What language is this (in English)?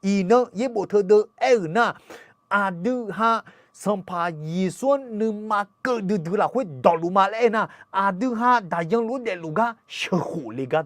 Akha